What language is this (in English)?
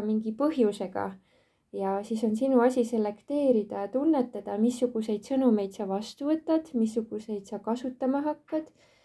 Estonian